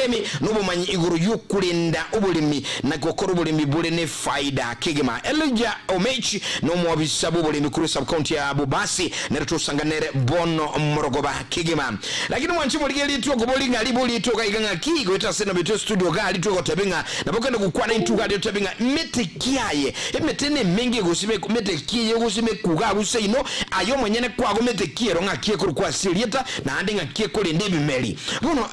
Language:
Gusii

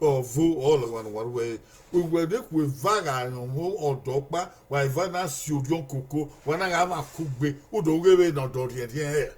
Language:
Bini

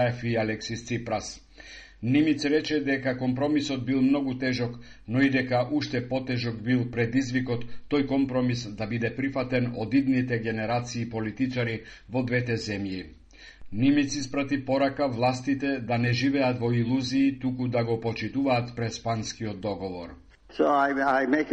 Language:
Macedonian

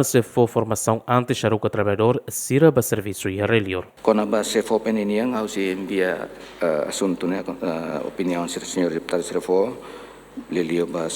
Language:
Tetum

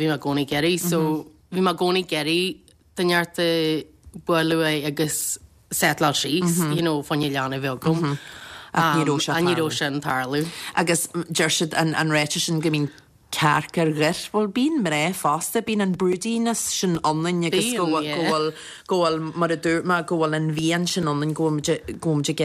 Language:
Irish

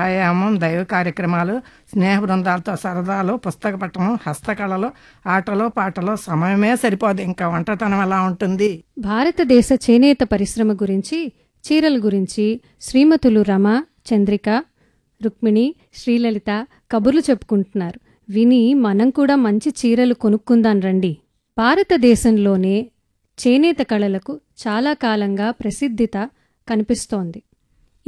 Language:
Telugu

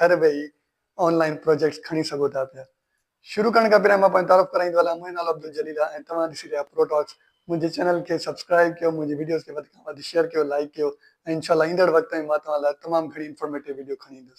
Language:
Sindhi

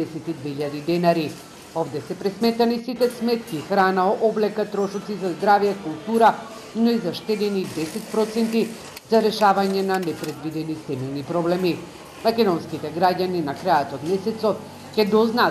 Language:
Macedonian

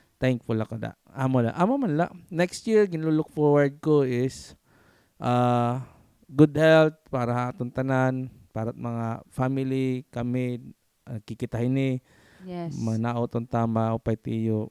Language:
Waray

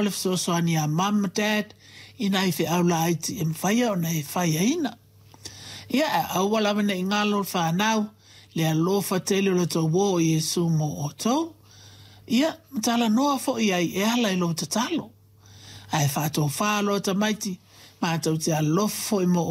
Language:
Samoan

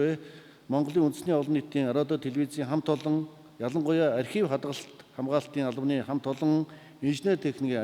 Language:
Mongolian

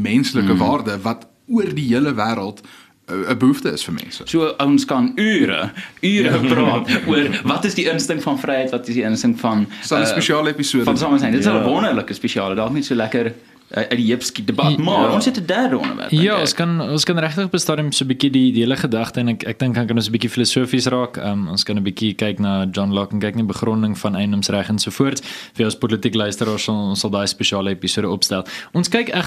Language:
Afrikaans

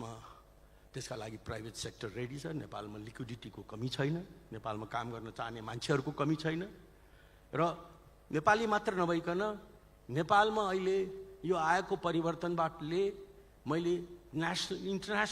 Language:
Nepali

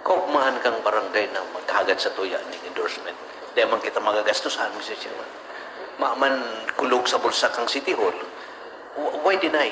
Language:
Bikol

